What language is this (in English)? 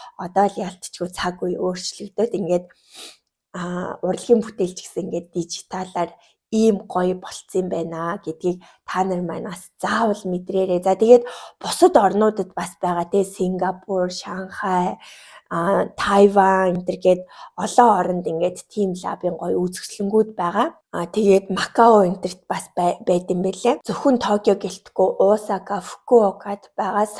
Mongolian